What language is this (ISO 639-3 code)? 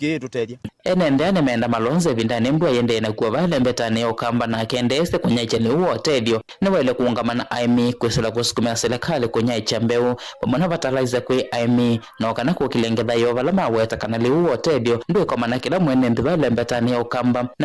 kam